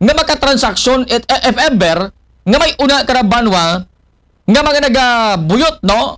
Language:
Aklanon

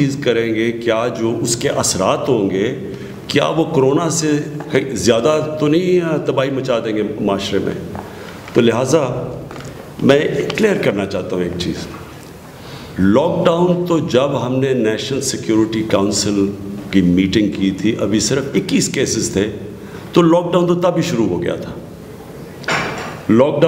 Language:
Urdu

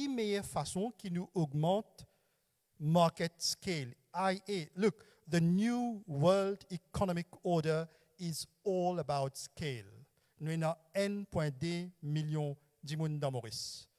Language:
Morisyen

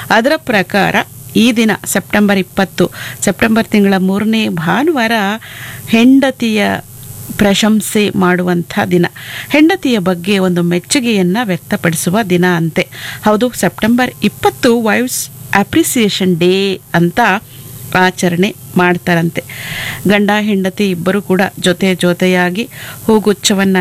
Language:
Kannada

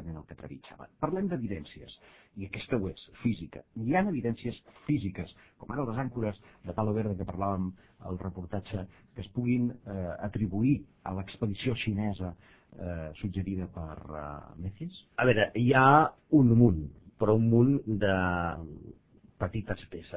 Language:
Catalan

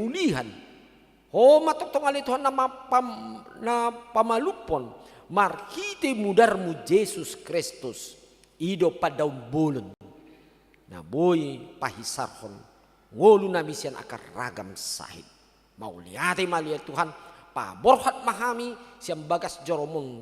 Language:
Batak Toba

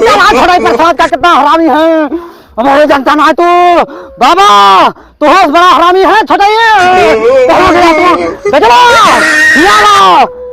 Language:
Awadhi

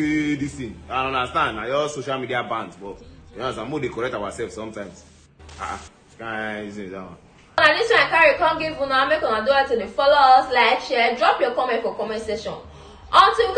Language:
Nigerian Pidgin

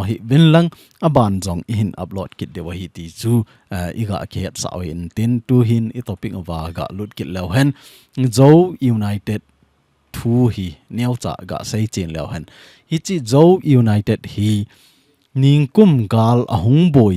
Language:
Thado Chin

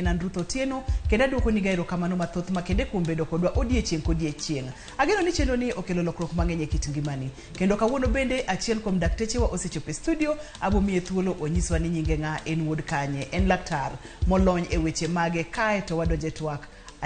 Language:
Luo (Kenya and Tanzania)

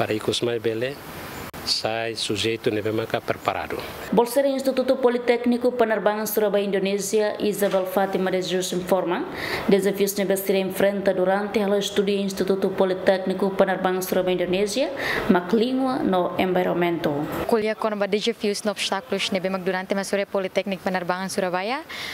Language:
Tetum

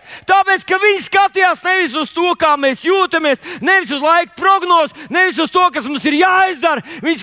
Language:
Latvian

